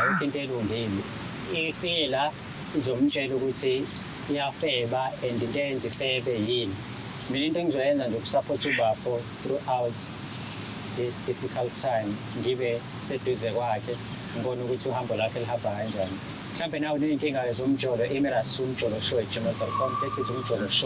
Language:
Zulu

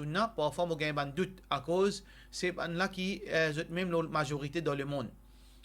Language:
Morisyen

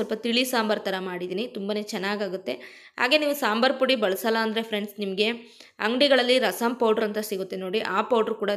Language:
Kannada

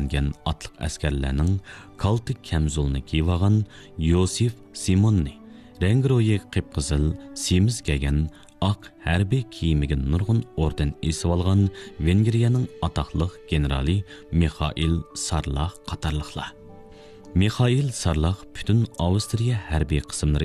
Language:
Uyghur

